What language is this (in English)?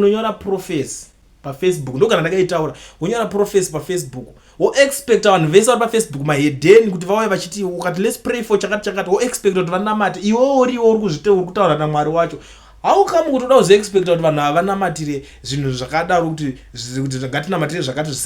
Shona